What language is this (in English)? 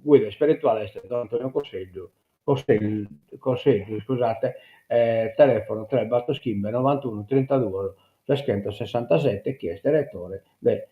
Sardinian